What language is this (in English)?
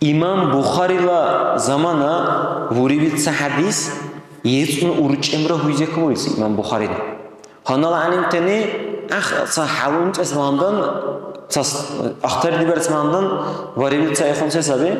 Dargwa